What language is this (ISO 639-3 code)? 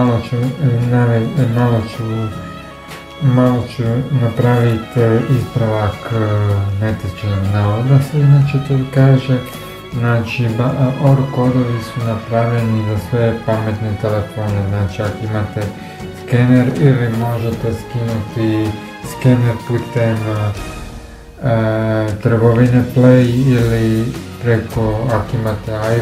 hrv